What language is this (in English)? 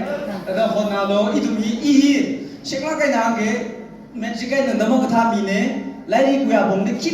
Tangkhul Naga (India)